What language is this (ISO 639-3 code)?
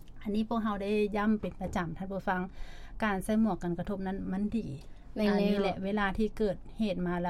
lao